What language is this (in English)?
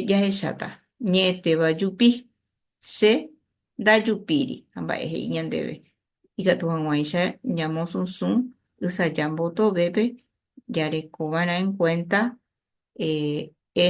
Guarani